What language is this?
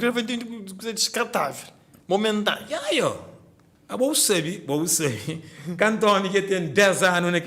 Kabuverdianu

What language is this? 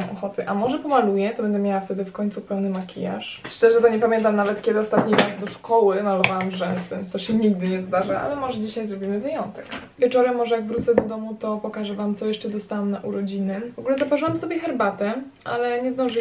Polish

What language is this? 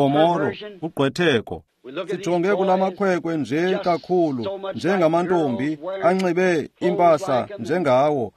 Xhosa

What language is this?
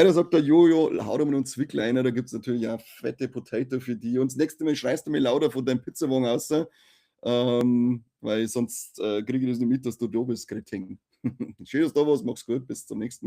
Bavarian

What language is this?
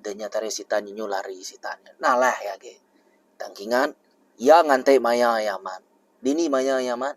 Iban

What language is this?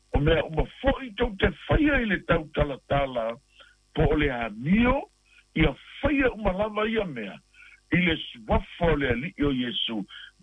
Samoan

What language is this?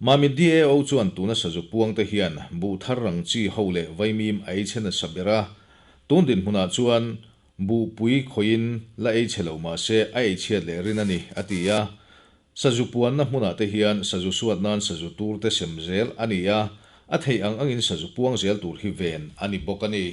Mizo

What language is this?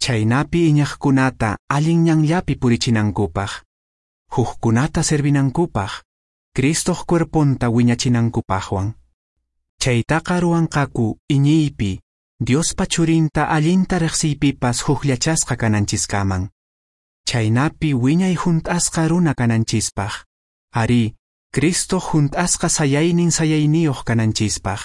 Quechua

